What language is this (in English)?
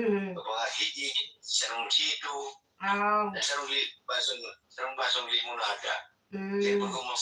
Bikol